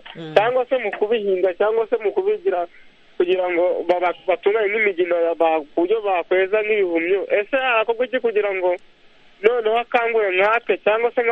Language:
Kinyarwanda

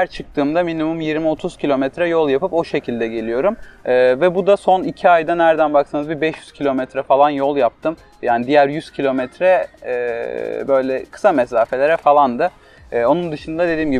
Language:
Turkish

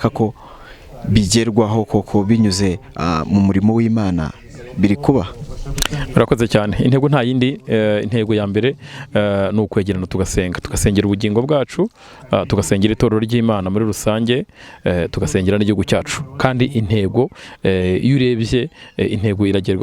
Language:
Kinyarwanda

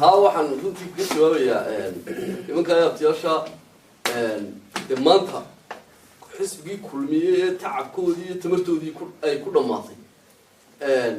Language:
Somali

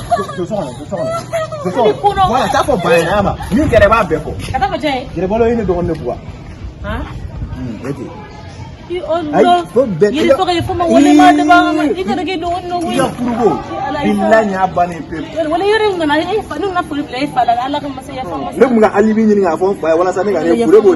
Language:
Bambara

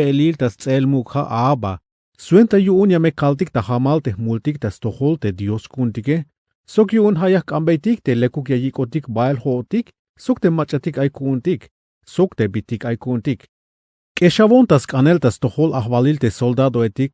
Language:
Tzeltal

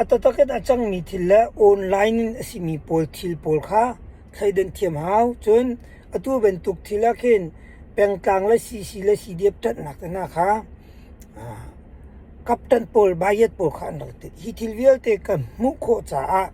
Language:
Hakha Chin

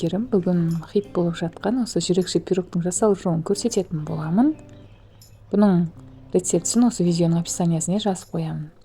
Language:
Kazakh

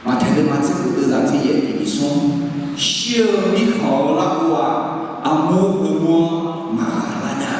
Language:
Akha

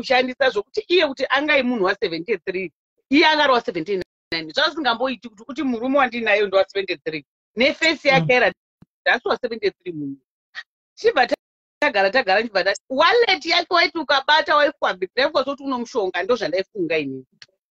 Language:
Shona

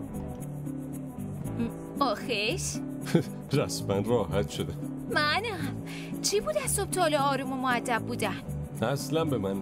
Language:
Persian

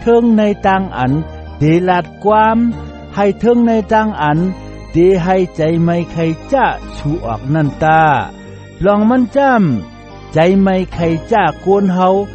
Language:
Shan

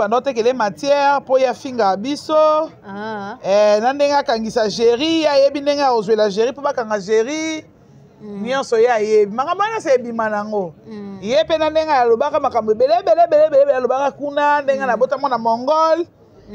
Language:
Lingala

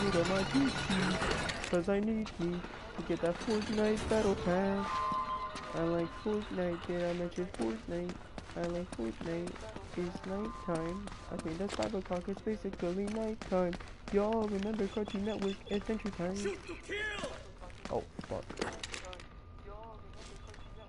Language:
English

